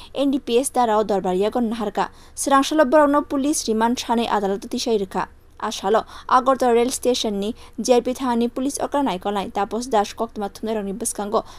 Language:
Kok Borok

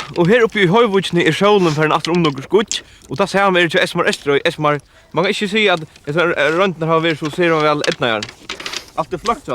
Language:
Faroese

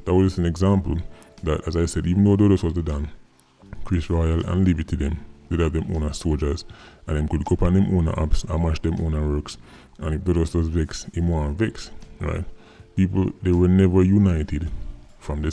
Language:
Jamaican Creole English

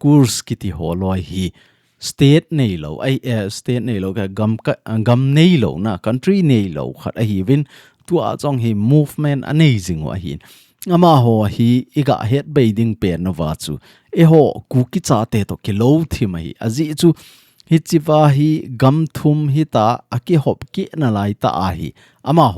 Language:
Thado Chin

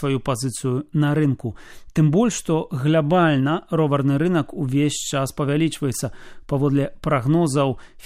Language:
Belarusian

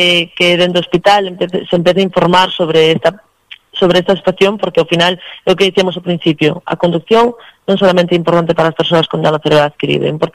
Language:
Galician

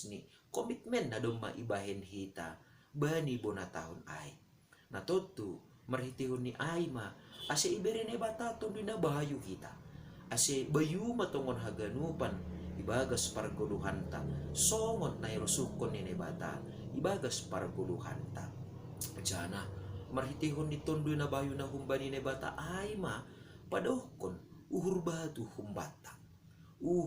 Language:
Batak Simalungun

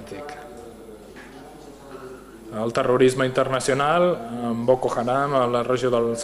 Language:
Catalan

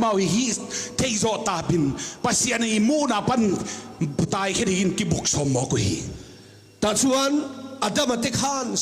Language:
Tedim Chin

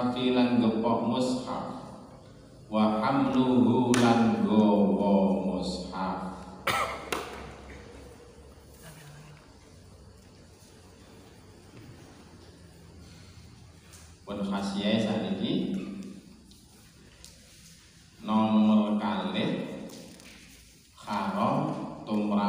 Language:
Javanese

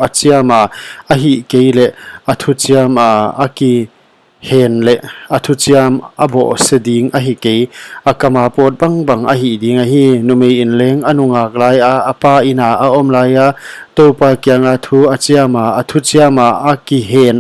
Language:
Paite Chin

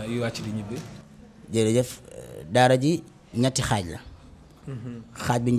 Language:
Wolof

